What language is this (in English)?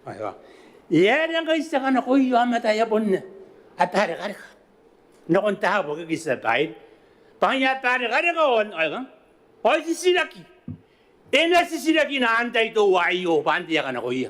Gilbertese